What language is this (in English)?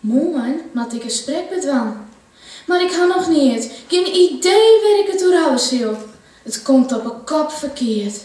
Western Frisian